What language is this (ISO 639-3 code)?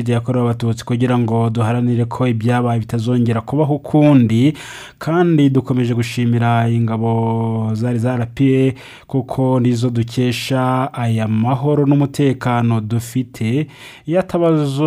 kin